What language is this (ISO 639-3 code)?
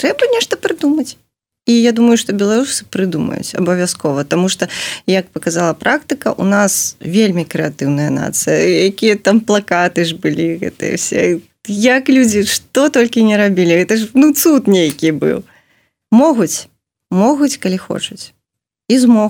bel